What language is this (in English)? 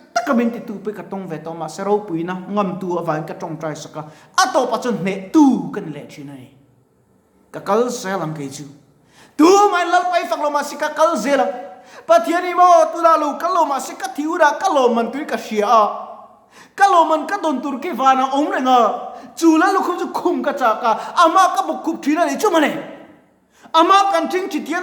Mizo